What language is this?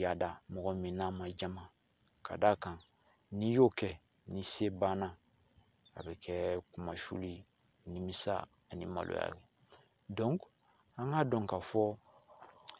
Bambara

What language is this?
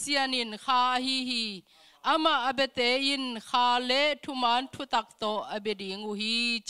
Tedim Chin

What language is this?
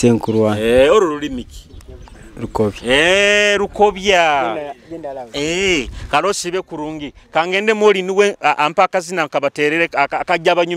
Nyoro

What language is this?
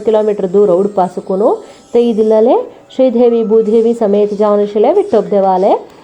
Konkani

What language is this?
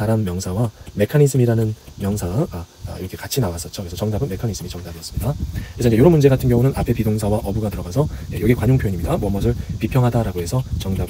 Korean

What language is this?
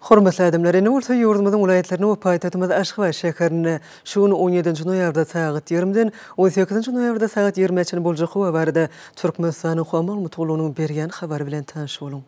Turkmen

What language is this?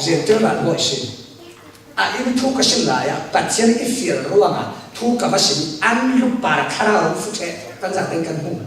Falam Chin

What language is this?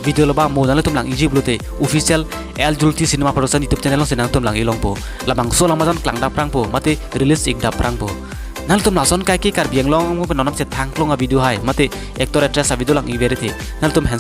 Karbi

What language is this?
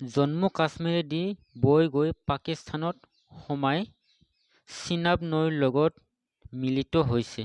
Assamese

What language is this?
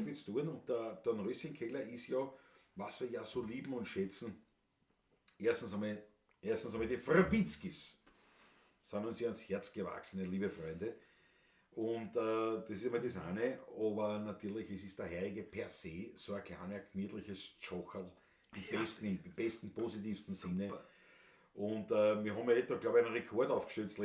Bavarian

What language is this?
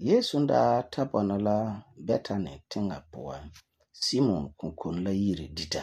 Frafra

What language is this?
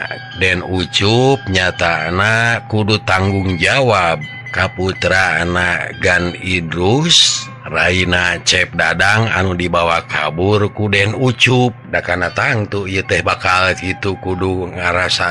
Sundanese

